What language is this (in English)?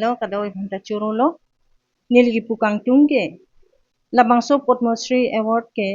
Karbi